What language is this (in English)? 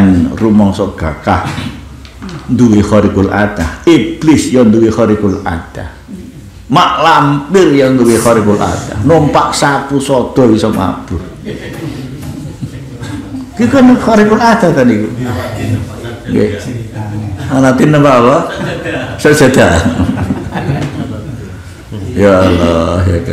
Javanese